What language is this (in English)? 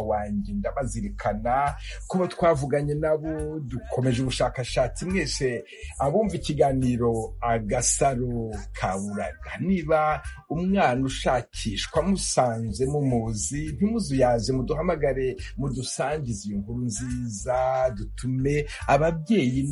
Kinyarwanda